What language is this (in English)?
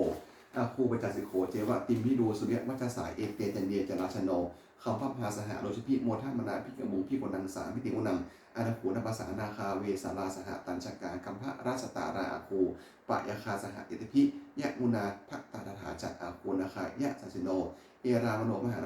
Pali